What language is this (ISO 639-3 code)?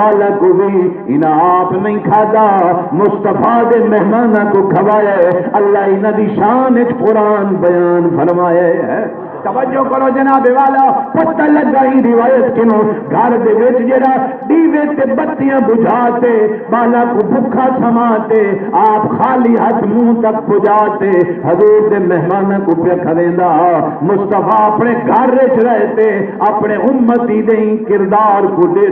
skr